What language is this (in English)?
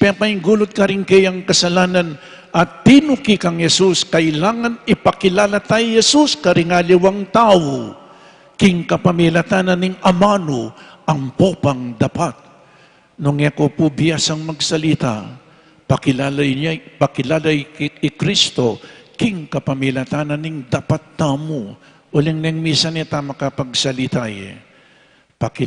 Pampanga